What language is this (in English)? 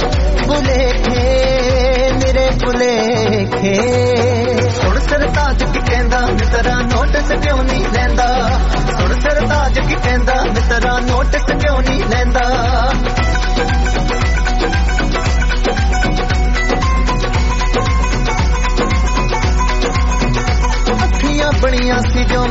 Punjabi